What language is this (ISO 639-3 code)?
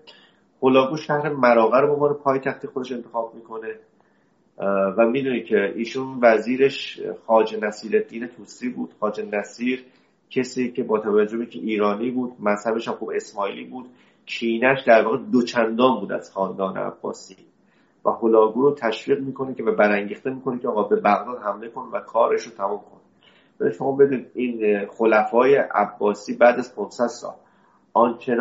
fas